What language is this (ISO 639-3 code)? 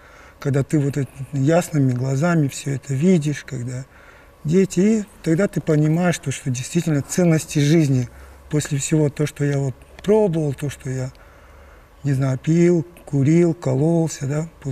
rus